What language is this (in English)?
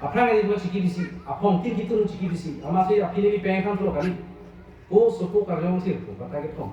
Karbi